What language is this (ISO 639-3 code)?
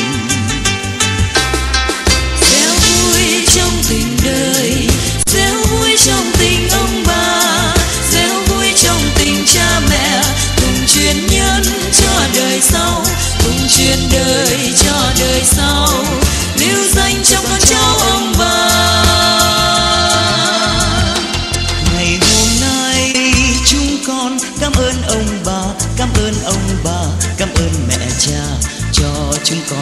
vie